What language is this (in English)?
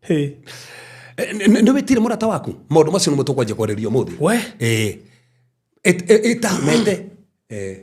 Kikuyu